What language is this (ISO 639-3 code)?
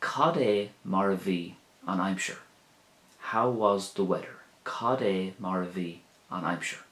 gle